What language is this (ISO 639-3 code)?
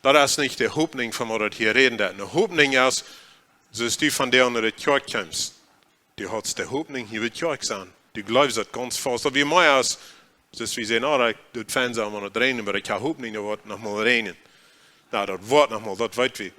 pdt